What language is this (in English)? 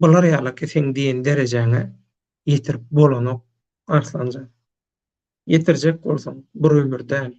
Turkmen